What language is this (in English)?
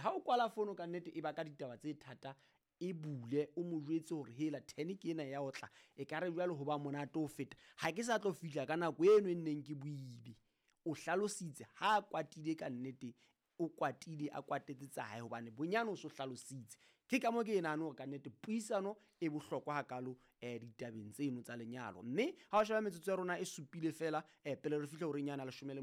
Southern Sotho